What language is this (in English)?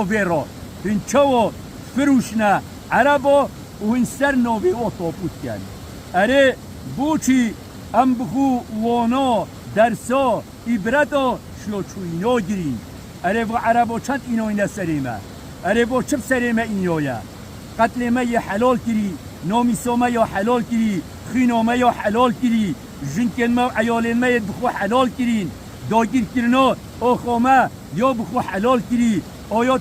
Kurdish